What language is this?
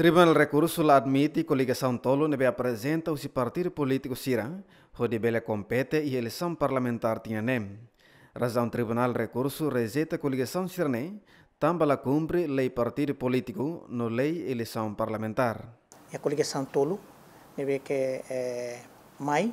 Tetum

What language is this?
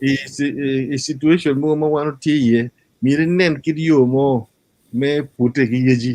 Acoli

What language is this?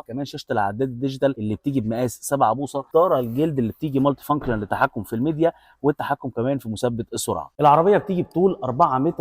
Egyptian Arabic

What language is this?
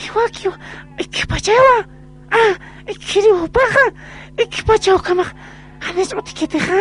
Aymara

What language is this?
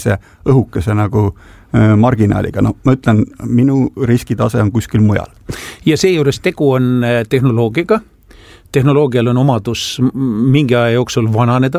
Estonian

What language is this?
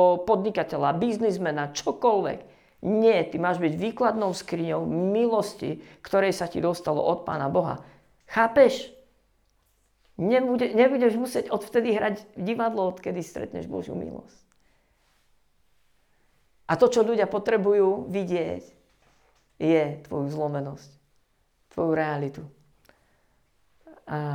Slovak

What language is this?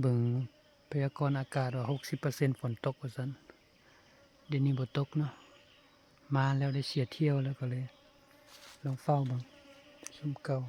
Lao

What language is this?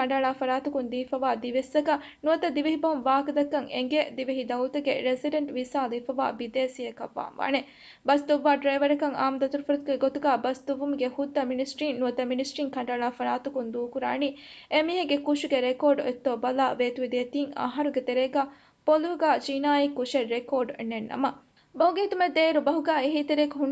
Divehi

